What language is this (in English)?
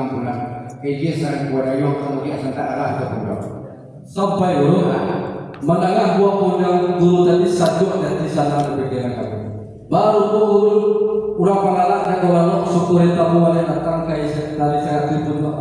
Minangkabau